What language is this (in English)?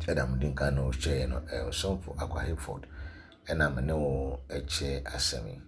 Akan